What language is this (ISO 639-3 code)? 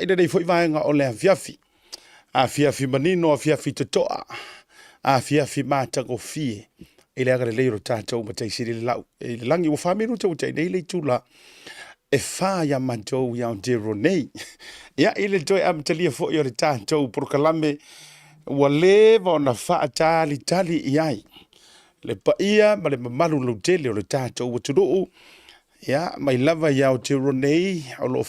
smo